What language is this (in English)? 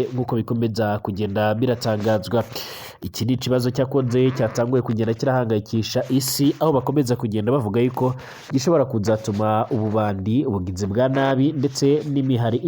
Rundi